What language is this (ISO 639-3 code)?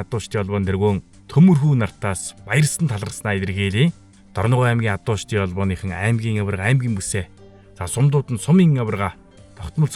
mon